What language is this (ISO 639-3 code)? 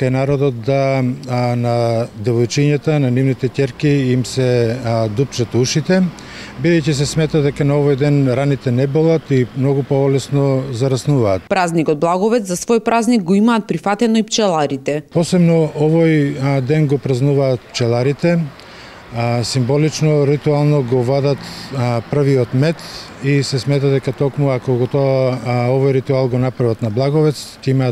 mkd